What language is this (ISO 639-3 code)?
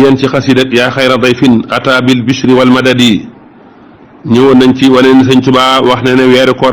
wol